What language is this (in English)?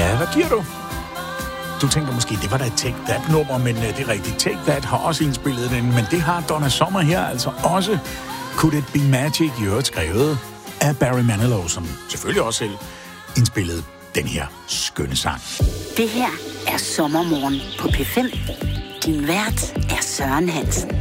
Danish